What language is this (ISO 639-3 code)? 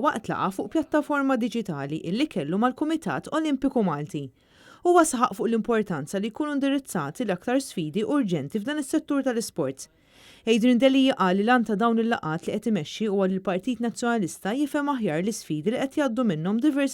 mlt